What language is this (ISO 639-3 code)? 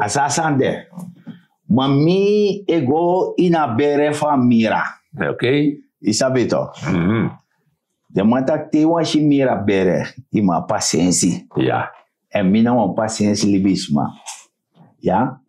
srn